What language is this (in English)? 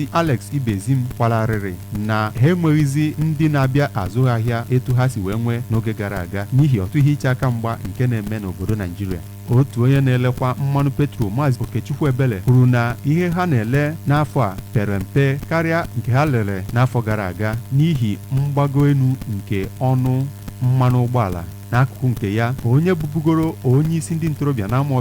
Igbo